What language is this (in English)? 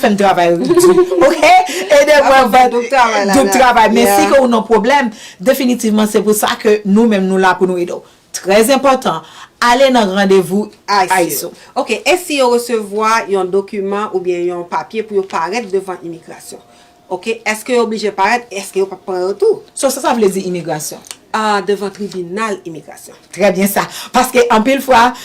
Haitian Creole